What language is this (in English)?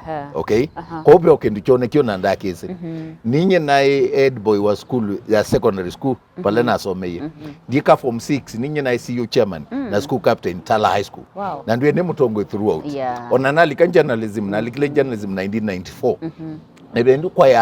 Kamba